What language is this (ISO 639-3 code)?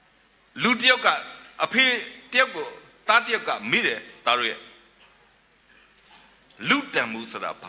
mya